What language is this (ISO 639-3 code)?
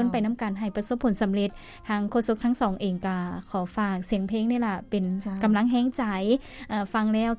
lao